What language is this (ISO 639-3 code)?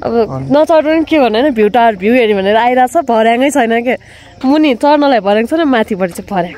nep